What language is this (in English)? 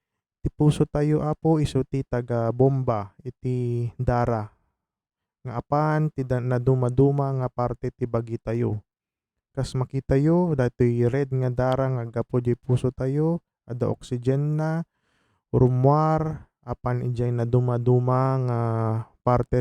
Iloko